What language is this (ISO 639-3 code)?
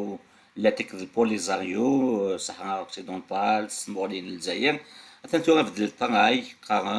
kab